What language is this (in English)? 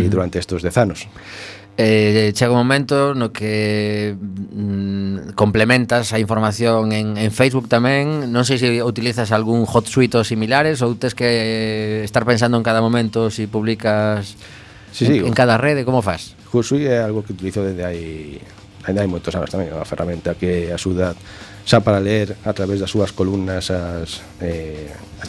Galician